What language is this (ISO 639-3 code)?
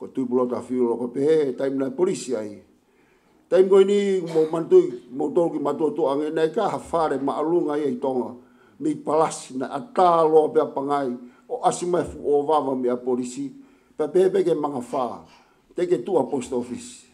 ton